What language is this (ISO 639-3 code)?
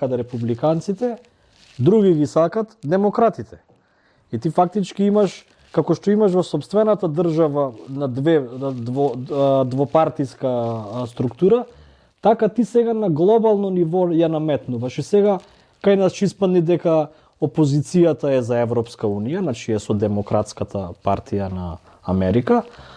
mkd